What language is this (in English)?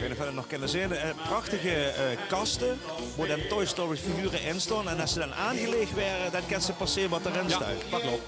Limburgish